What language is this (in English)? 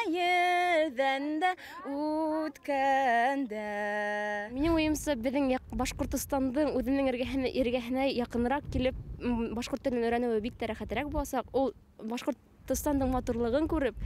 Bashkir